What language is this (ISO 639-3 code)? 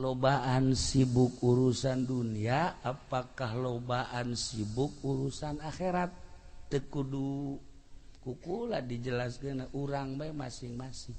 sun